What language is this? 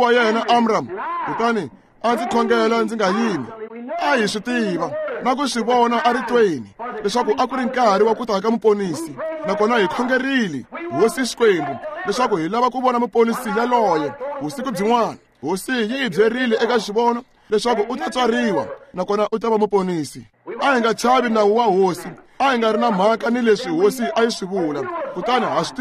Tsonga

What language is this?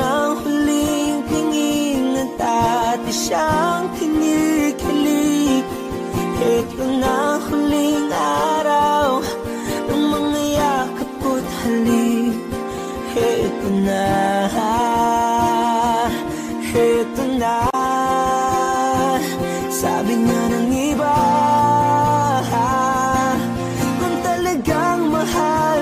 Filipino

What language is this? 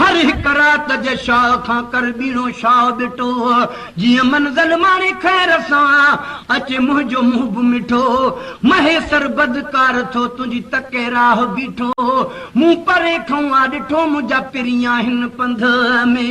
Sindhi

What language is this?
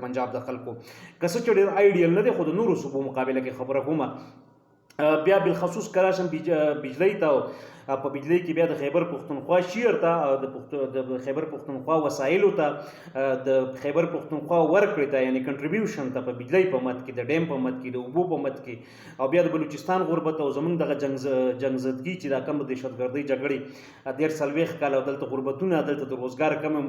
Pashto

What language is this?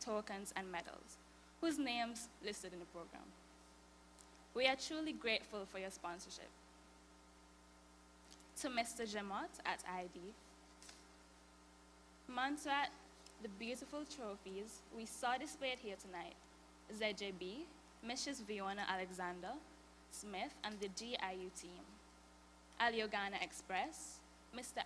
English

